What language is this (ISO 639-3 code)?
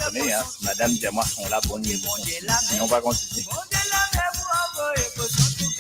mfe